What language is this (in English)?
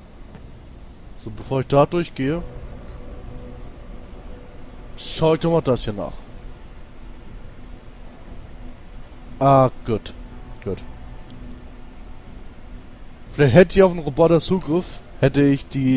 German